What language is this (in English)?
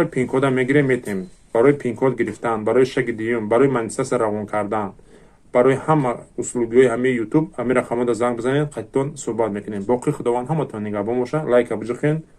Tajik